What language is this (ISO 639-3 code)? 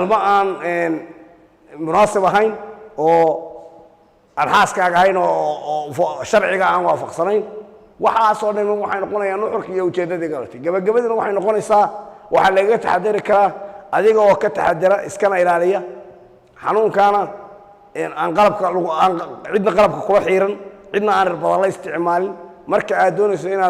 som